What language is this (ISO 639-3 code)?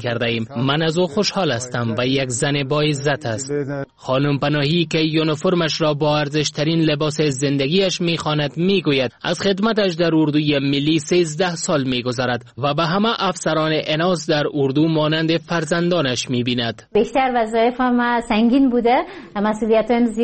fas